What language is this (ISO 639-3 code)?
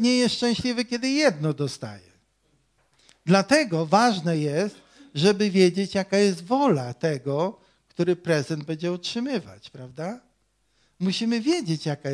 pol